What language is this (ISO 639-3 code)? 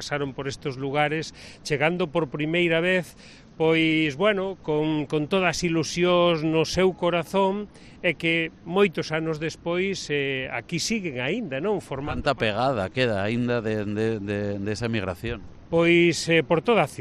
glg